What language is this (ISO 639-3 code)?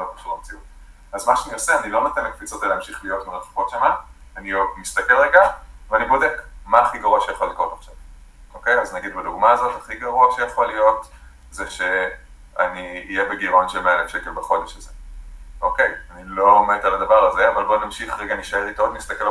heb